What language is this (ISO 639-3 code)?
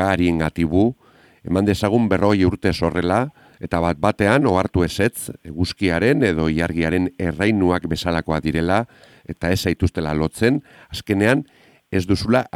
eus